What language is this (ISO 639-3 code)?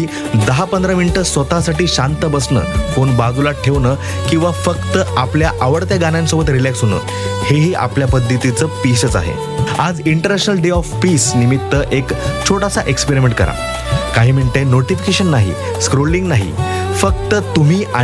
mar